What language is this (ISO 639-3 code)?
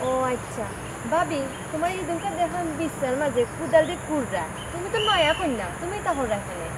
syl